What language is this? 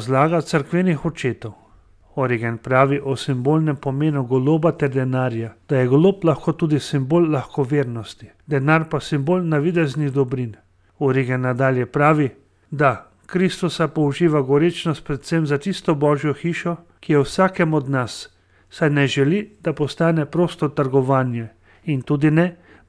Slovenian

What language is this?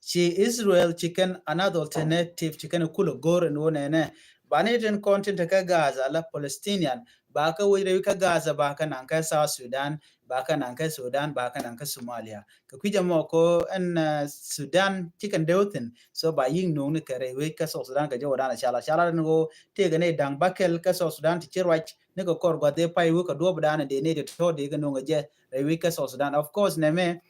Nuer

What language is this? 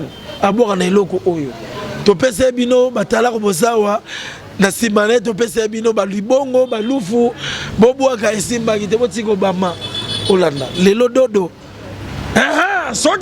Lingala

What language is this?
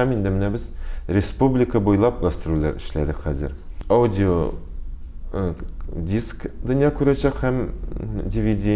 Tatar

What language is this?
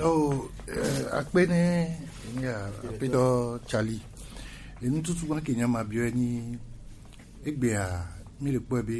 Gen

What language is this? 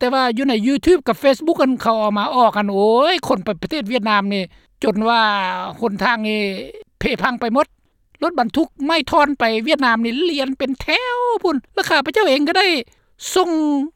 Lao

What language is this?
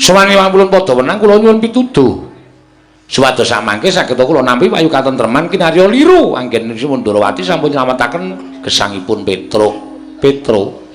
Javanese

